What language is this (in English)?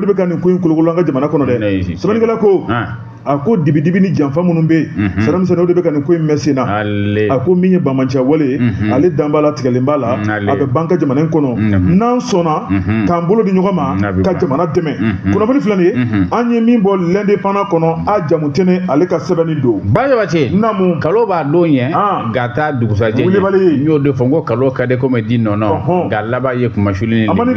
Bambara